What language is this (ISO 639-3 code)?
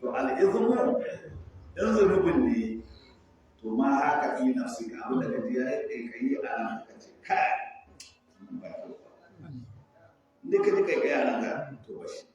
hau